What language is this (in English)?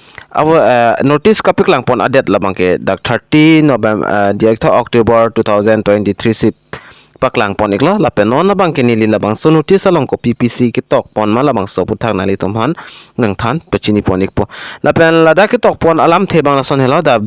Karbi